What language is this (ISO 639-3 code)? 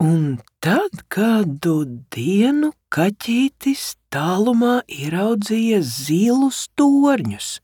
lav